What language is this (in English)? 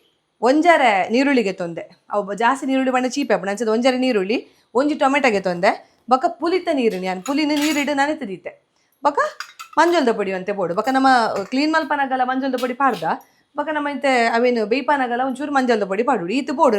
Tulu